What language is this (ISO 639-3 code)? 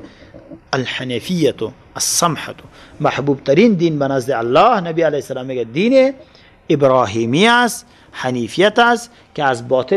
fas